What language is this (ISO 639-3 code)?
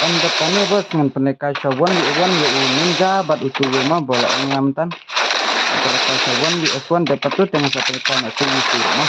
kha